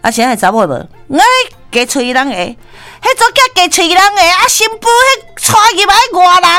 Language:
Min Nan Chinese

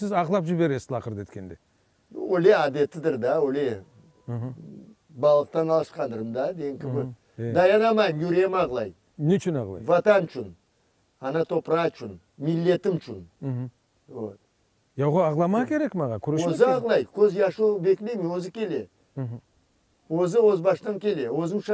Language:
Crimean Tatar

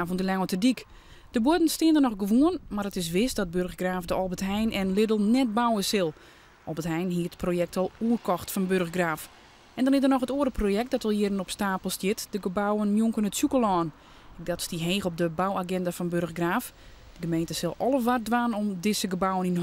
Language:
Western Frisian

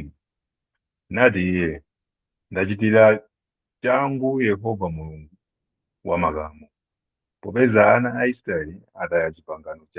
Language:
Nyanja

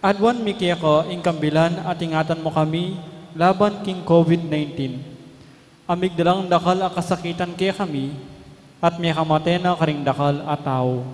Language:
Pampanga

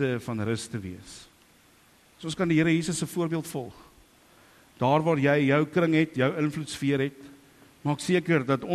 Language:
Afrikaans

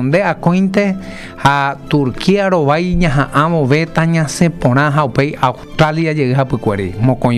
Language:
Guarani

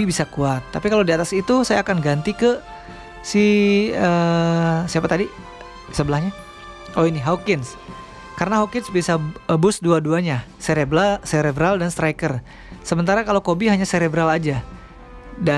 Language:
Indonesian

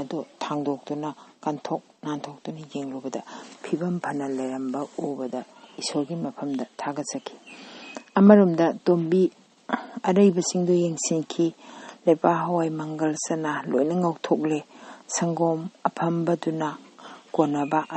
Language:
Manipuri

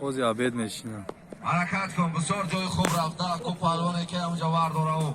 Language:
Tajik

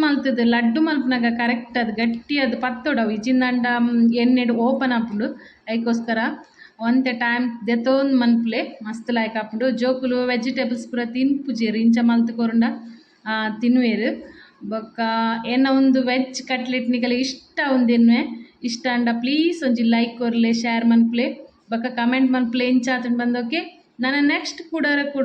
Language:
Tulu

